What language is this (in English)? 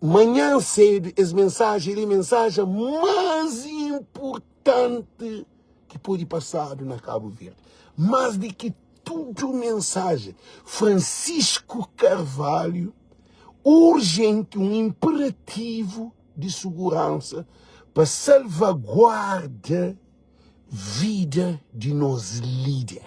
Kabuverdianu